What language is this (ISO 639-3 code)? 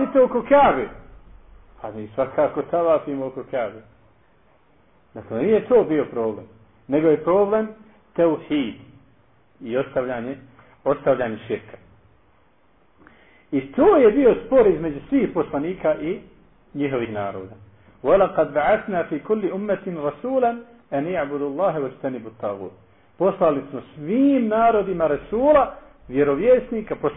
bos